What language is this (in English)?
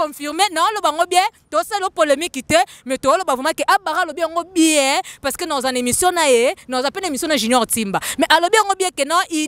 Lingala